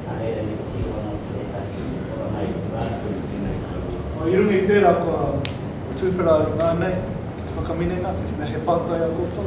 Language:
Māori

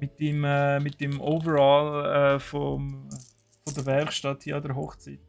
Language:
Swiss German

